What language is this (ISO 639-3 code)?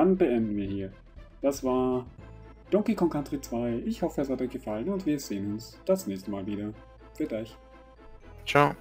deu